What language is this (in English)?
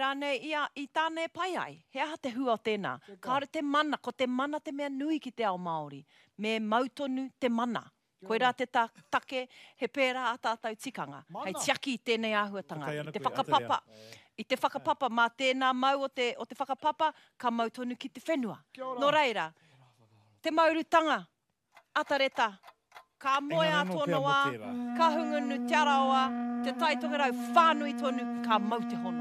Māori